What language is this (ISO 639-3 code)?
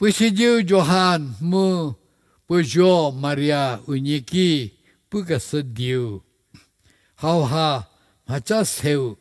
njm